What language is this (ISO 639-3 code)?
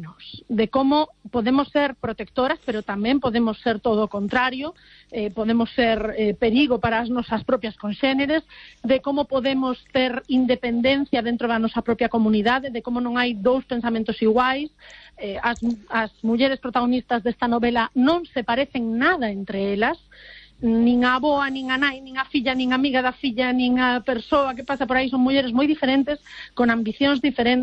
glg